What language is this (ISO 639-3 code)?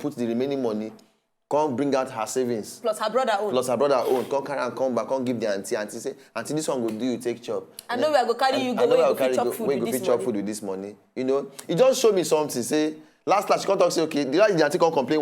pcm